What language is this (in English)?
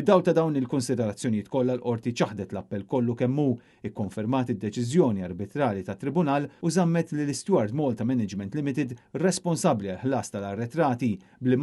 Maltese